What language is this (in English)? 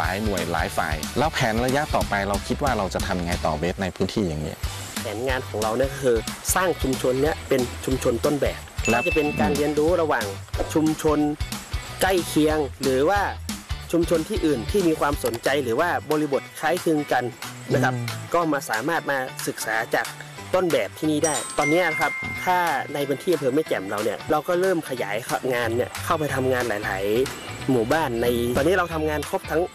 Thai